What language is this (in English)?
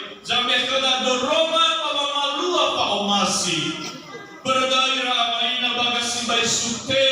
Nias